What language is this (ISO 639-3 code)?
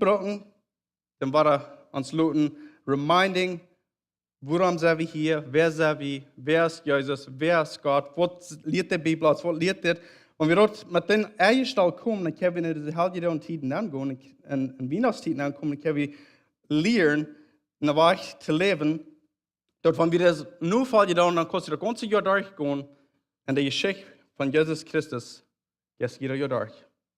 pdt